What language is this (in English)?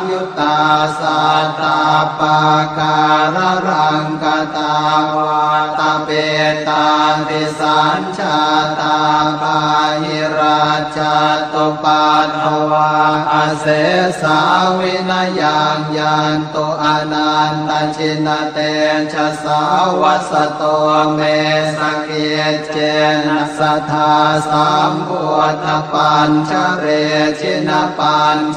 Pali